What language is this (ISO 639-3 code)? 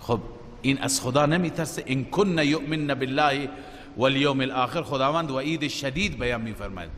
fas